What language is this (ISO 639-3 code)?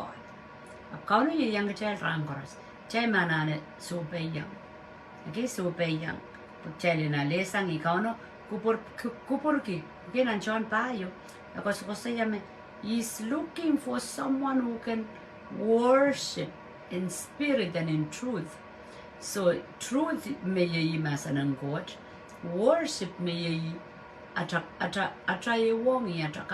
pon